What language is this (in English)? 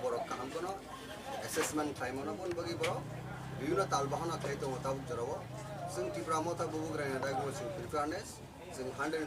Kok Borok